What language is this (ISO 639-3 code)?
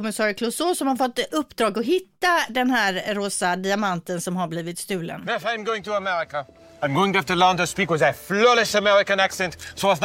swe